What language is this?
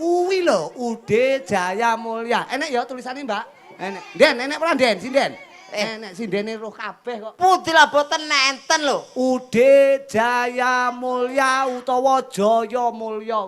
Javanese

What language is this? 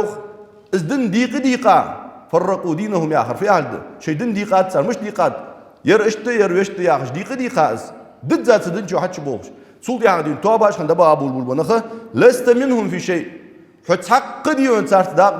Ingush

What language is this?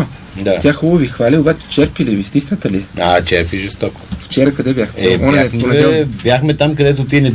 Bulgarian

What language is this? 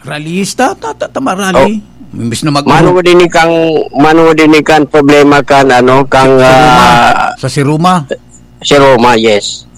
Bikol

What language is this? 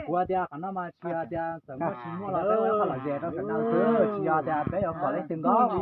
Hmong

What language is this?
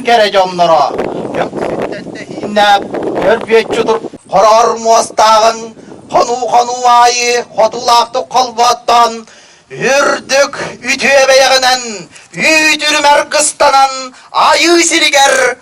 Yakut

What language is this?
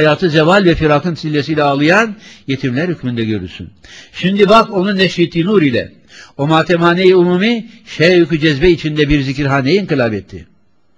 Turkish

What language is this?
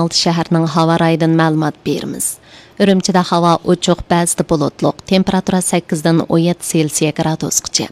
Uyghur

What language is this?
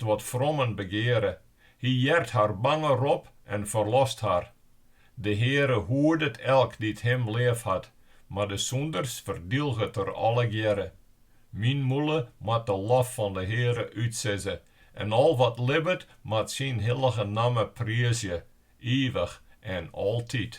Western Frisian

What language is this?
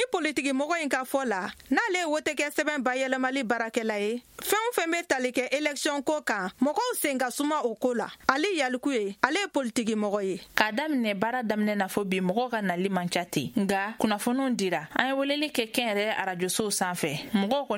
Bambara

